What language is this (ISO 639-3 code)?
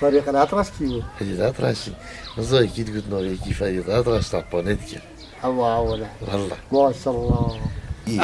kur